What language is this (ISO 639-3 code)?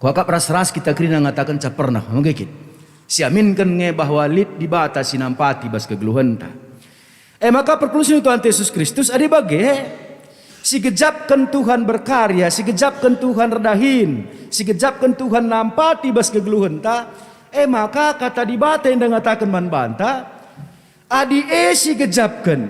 btx